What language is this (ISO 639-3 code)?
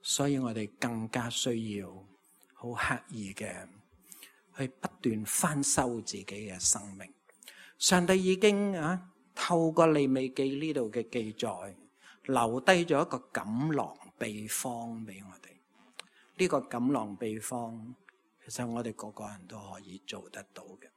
yue